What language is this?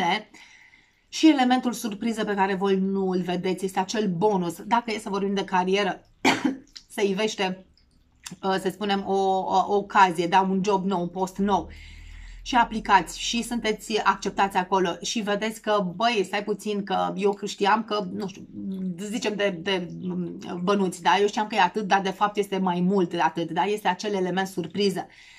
Romanian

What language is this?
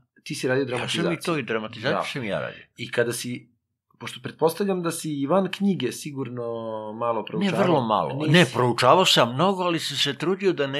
Serbian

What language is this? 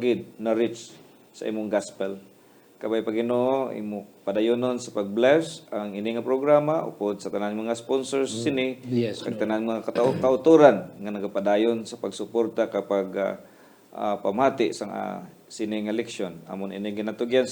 Hiligaynon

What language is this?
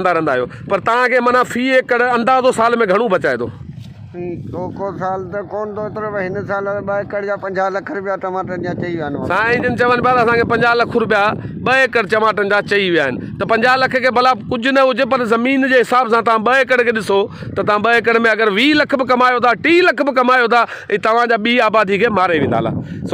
Sindhi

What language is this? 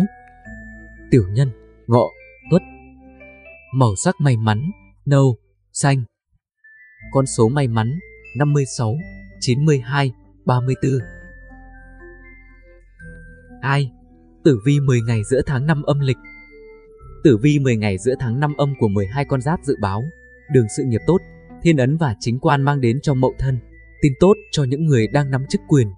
Vietnamese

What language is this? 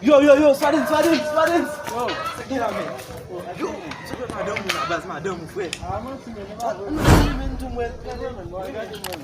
Haitian Creole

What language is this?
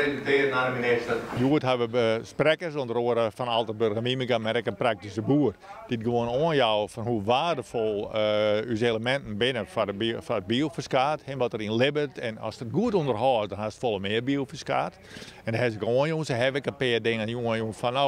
Western Frisian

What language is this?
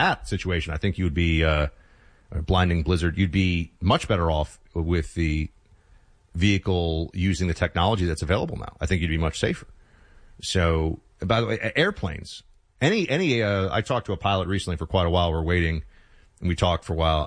English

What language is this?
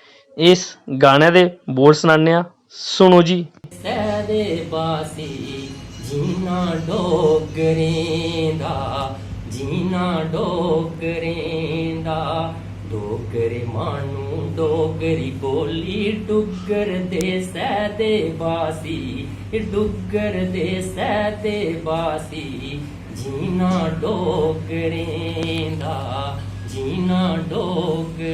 Dogri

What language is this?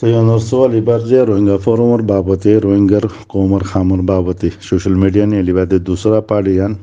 Rohingya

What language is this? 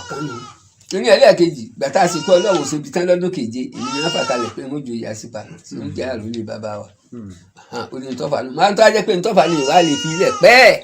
Yoruba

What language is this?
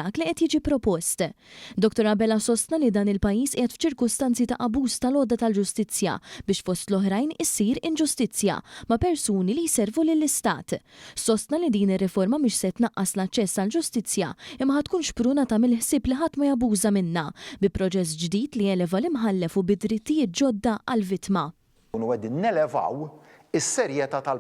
Maltese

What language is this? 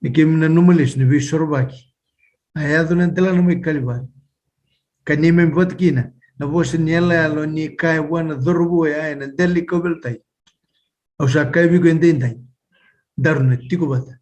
Fijian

